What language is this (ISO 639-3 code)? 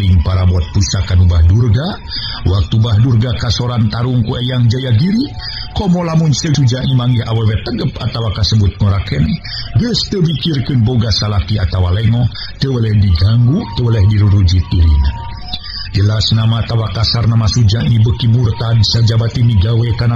sun